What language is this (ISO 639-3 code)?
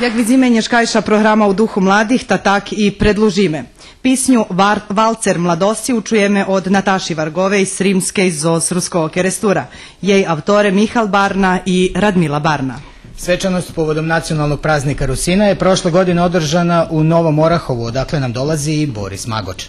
rue